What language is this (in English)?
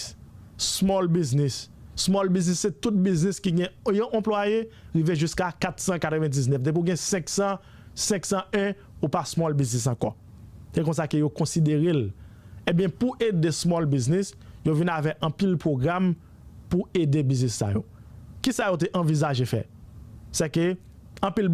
Haitian Creole